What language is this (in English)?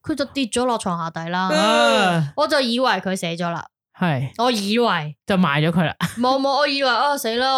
Cantonese